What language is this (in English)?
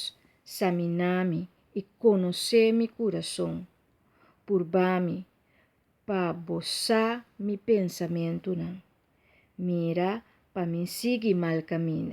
Papiamento